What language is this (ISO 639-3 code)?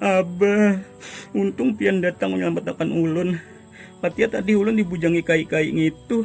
bjn